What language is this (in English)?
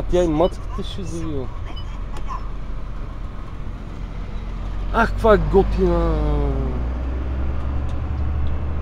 Bulgarian